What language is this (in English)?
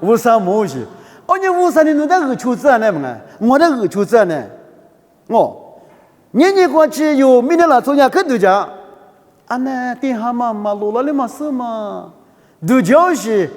Lisu